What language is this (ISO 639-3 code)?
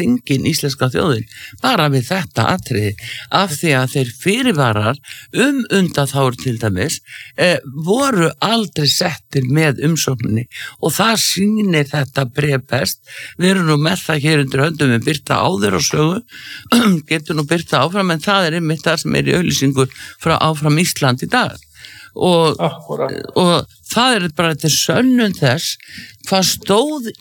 isl